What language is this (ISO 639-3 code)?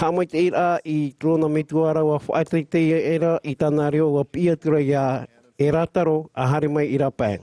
tah